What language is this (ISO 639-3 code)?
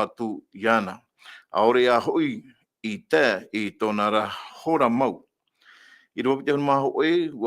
tah